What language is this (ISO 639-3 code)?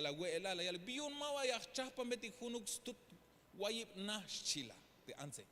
tzh